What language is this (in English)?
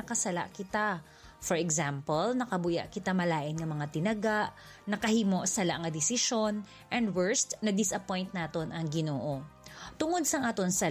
Hiligaynon